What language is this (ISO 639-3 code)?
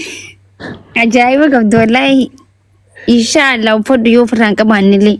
orm